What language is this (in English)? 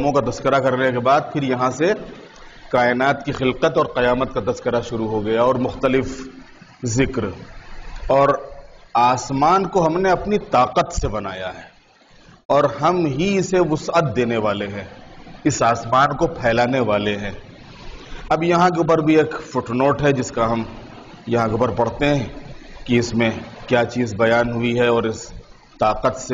Urdu